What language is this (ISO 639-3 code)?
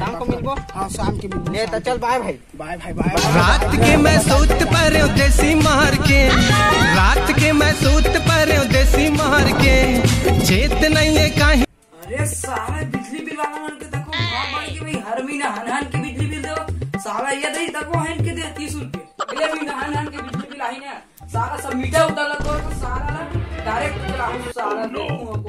hne